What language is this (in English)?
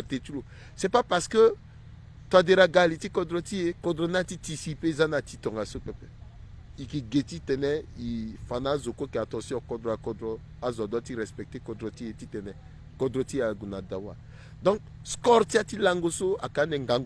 Sango